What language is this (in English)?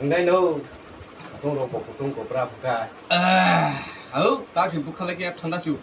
Kok Borok